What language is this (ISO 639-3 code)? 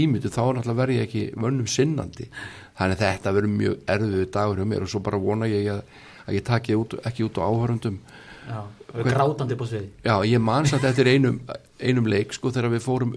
isl